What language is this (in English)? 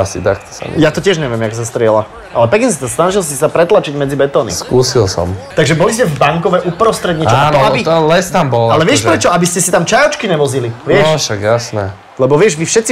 Slovak